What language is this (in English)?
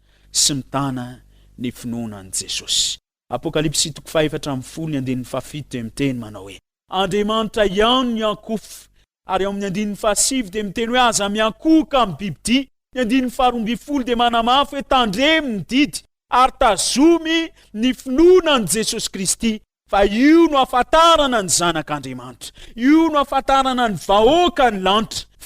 Malagasy